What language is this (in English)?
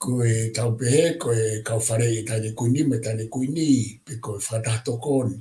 Tongan